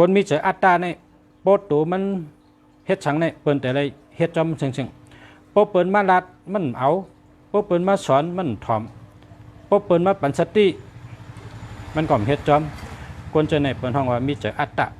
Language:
Shan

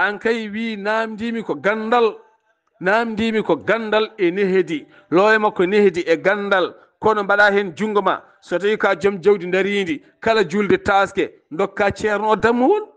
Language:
Fula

